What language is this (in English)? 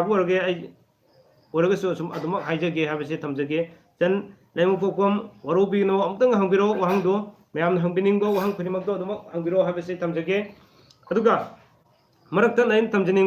Manipuri